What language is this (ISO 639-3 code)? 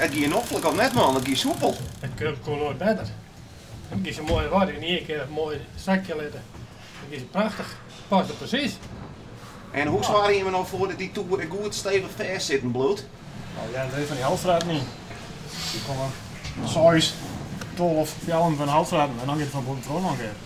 fry